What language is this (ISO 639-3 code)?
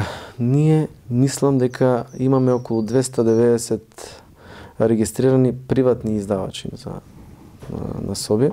mkd